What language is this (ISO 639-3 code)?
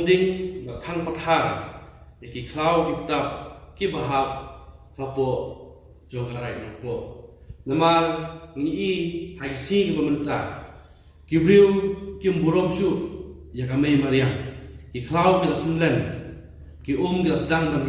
kha